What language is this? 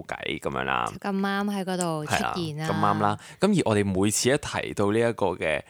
Cantonese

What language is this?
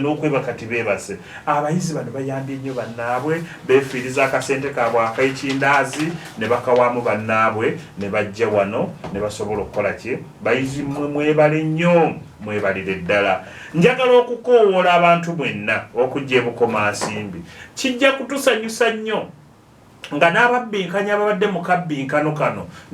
Ganda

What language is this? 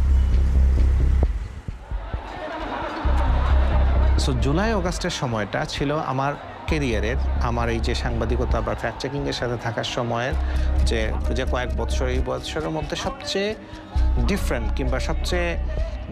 Bangla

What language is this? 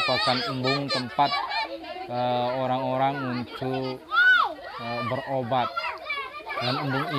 Sasak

